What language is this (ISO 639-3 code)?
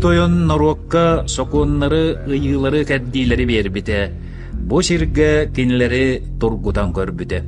sah